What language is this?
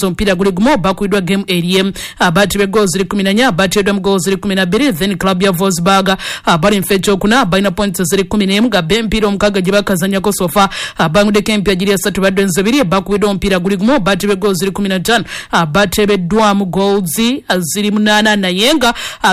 Ganda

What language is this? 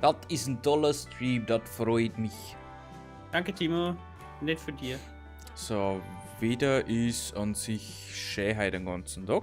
Bavarian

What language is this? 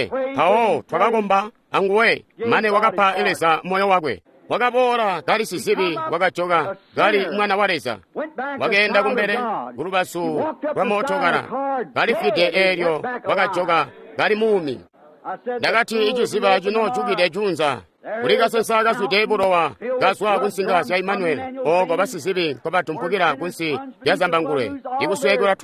Tonga (Zambia)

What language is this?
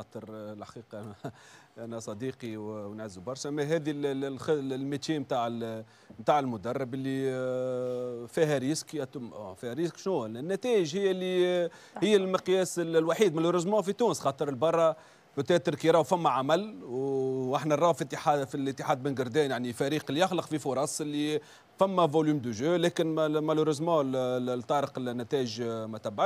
Tunisian Arabic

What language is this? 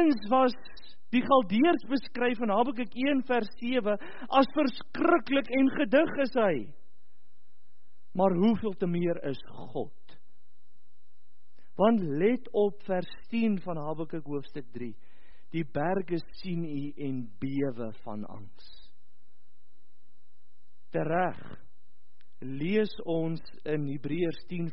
Afrikaans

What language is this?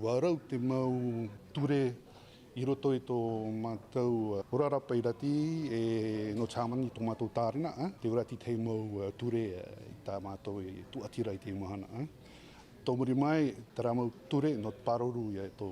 Tahitian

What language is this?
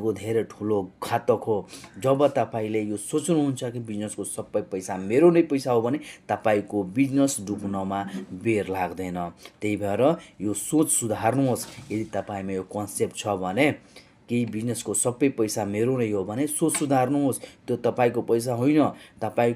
Nepali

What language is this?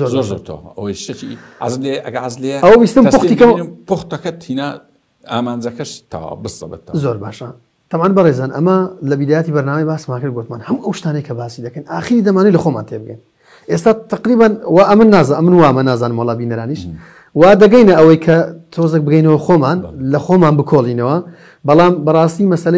Central Kurdish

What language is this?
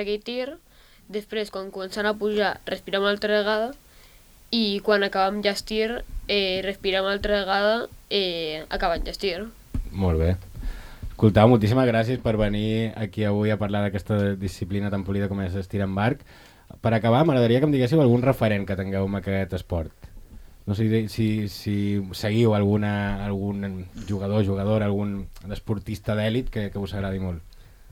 Catalan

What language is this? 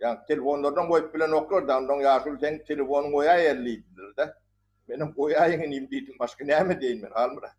Turkmen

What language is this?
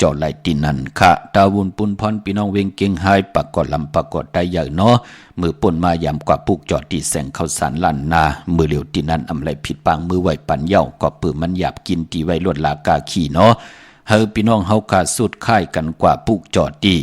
Shan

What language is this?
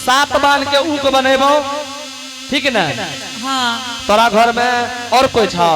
Angika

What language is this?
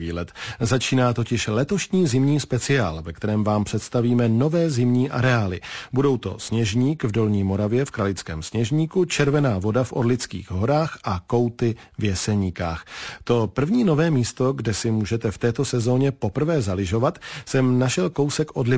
Czech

